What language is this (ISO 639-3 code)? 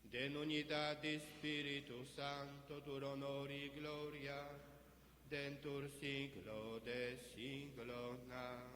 pap